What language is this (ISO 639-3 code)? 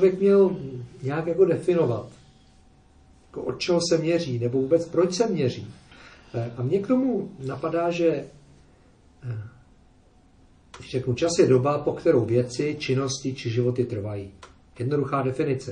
ces